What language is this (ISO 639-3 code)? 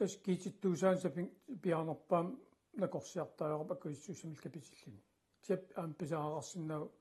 kal